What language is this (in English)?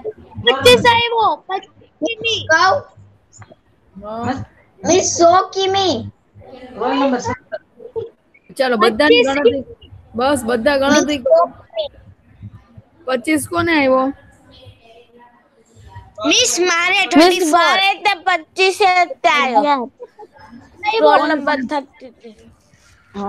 Gujarati